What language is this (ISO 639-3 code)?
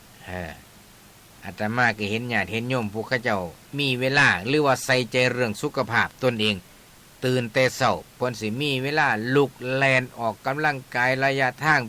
tts